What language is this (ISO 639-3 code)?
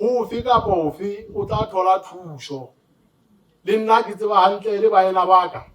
sot